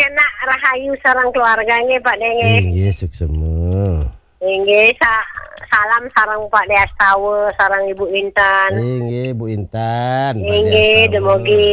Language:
Balinese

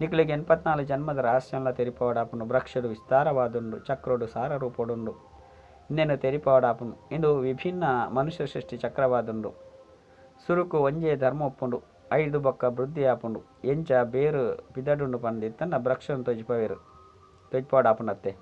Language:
Tulu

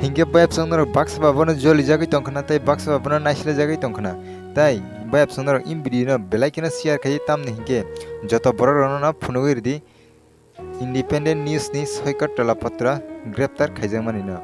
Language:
Kok Borok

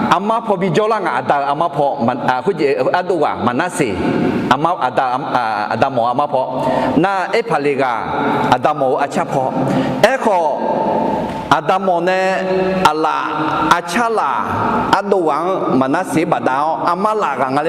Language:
Akha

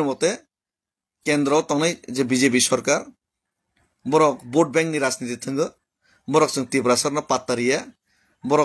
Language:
Kok Borok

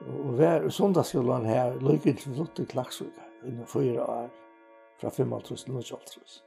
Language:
Faroese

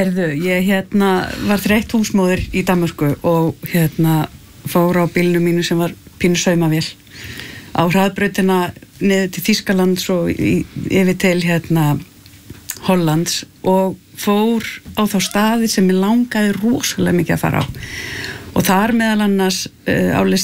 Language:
Icelandic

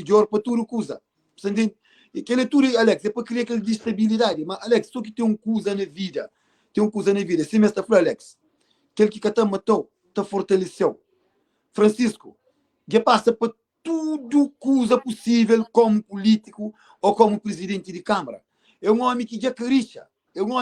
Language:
Kabuverdianu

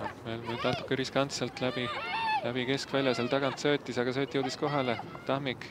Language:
Estonian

